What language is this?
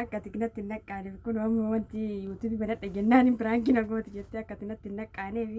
Oromo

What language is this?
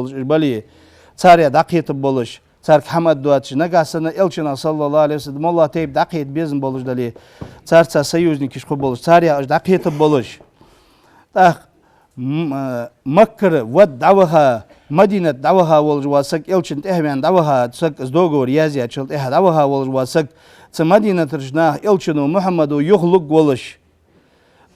Ingush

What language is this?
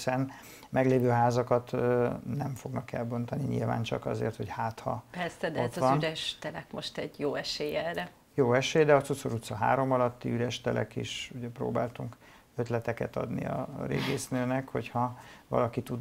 Hungarian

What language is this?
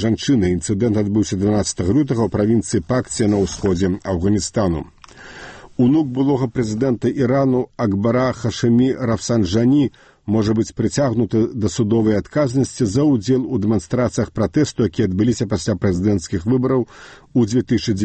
Belarusian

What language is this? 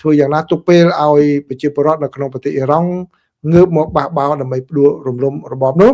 Khmer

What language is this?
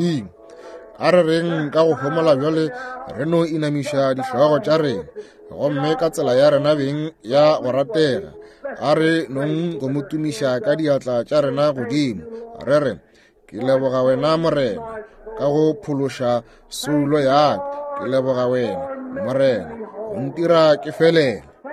Northern Sotho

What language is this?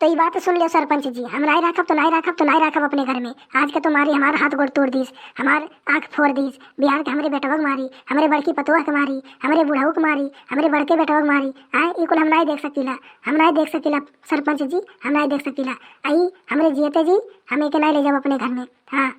Awadhi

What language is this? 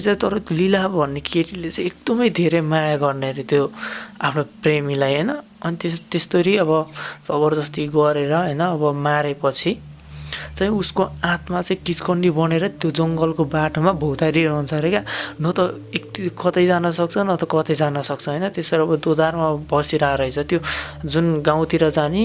Nepali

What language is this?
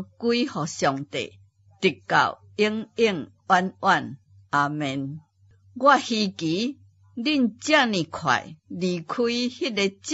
Min Nan Chinese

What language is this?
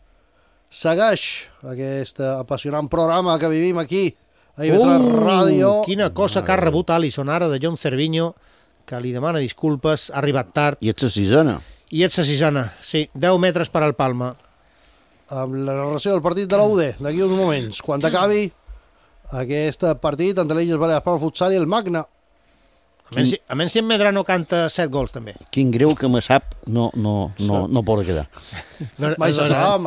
Catalan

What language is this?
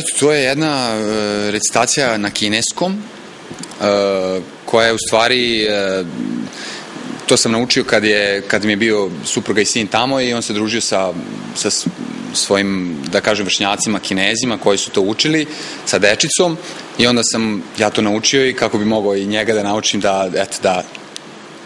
Serbian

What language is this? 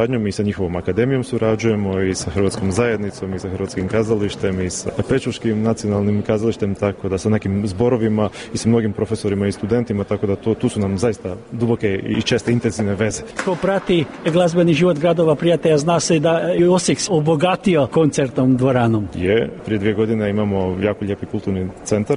Croatian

